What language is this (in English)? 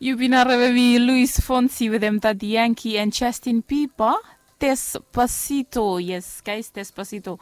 Bislama